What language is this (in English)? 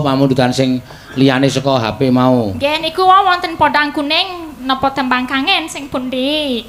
Javanese